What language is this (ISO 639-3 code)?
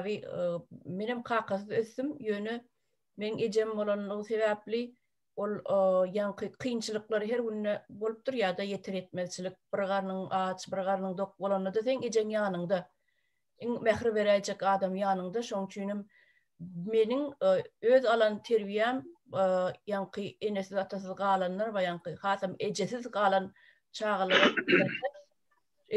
tuk